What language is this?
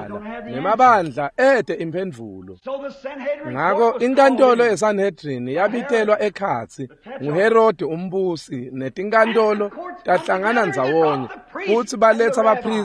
Swati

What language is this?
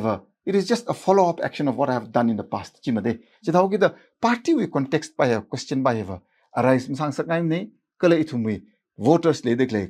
Tangkhul Naga (India)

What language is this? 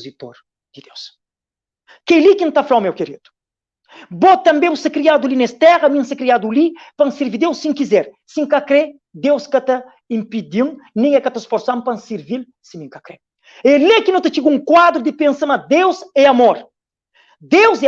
Kabuverdianu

